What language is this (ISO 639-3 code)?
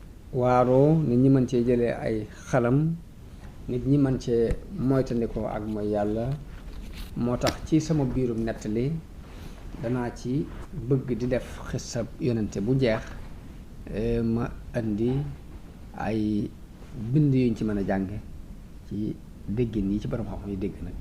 wol